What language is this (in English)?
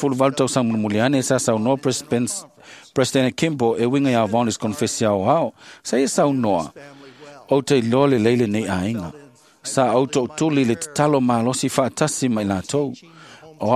Samoan